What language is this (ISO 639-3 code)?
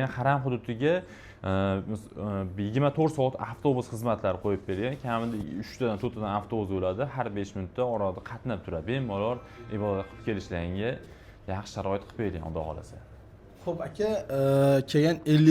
uzb